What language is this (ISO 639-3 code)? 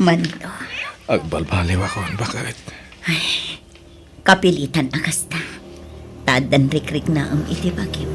ilo